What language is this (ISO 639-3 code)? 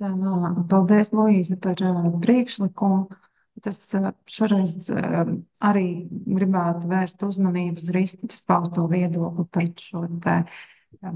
lav